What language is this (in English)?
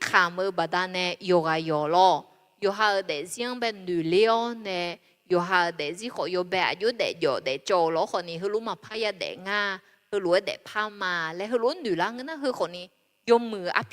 Akha